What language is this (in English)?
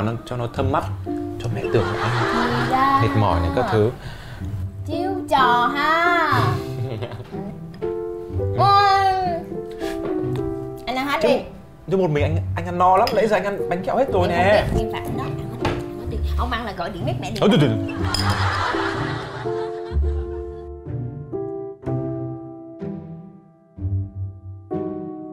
Vietnamese